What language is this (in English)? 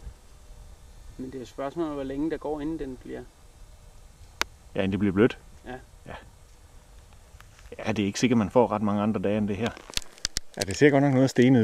Danish